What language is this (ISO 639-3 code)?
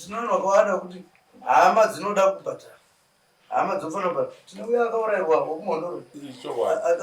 sna